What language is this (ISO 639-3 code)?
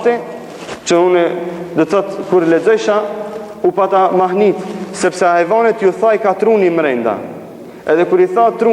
sqi